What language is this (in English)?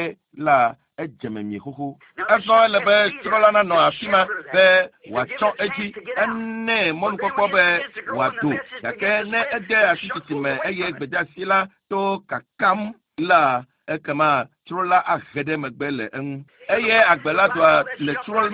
Ewe